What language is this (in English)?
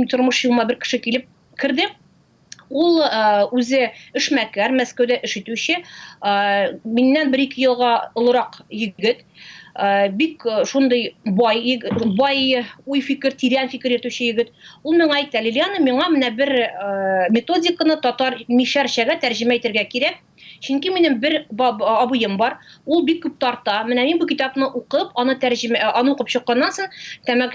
Tatar